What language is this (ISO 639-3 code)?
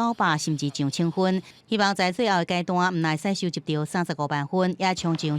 nan